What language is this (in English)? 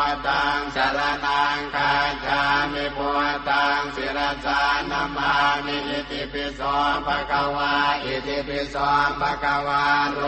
Pali